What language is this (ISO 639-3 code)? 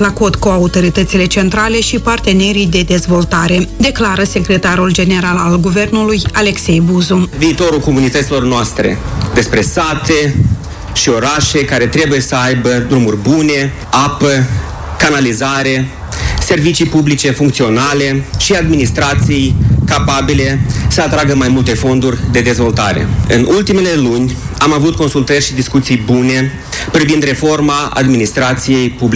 ron